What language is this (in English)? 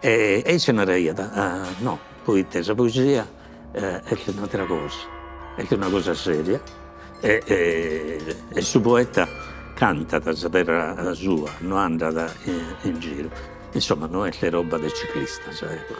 Sardinian